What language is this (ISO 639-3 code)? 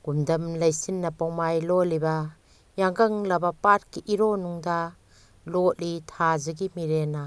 mni